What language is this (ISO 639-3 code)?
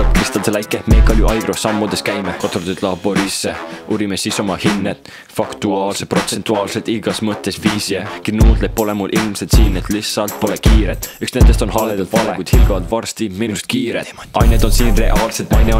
est